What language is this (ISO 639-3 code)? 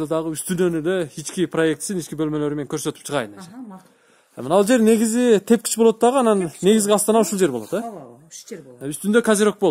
kir